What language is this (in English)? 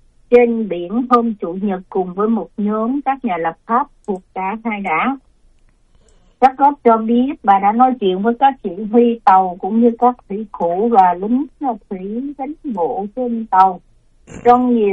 Vietnamese